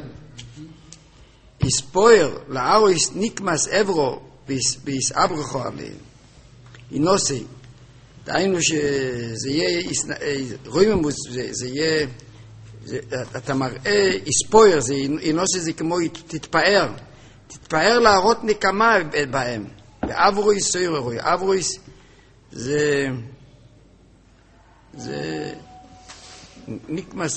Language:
Hebrew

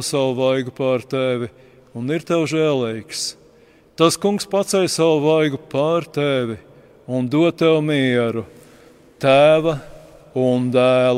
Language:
Latvian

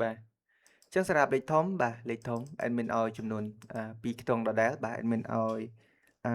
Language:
Khmer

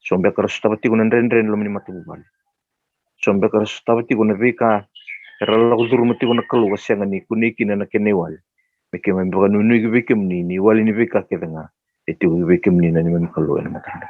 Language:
Fijian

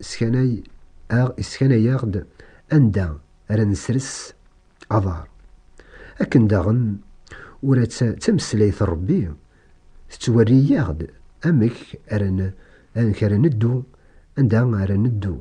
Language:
Kabyle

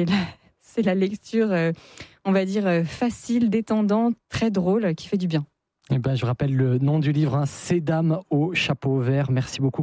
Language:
French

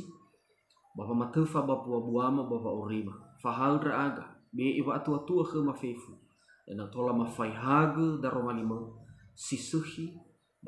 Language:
Nias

